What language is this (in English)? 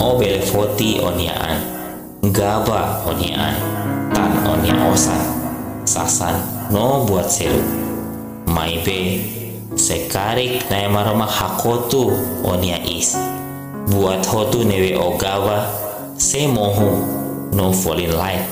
Tetum